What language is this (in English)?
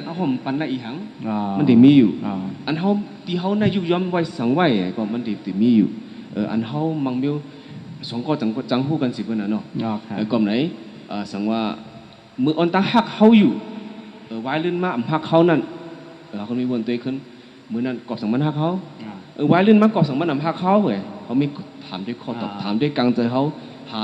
Shan